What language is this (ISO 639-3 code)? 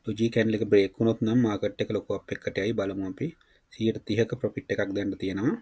sin